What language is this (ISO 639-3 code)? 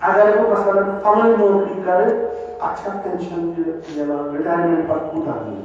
kas